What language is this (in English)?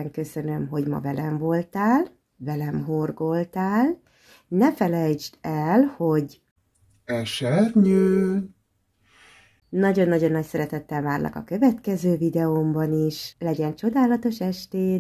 Hungarian